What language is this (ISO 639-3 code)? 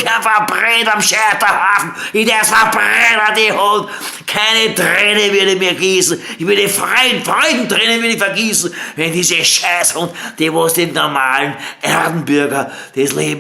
bar